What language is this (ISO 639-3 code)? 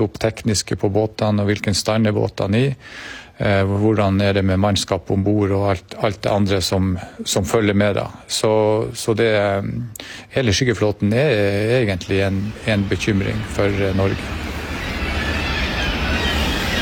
swe